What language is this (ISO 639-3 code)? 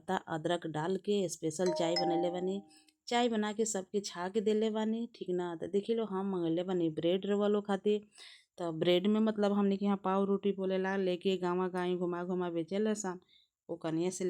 bho